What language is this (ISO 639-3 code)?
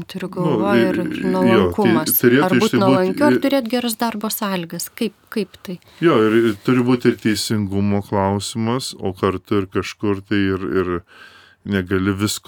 lit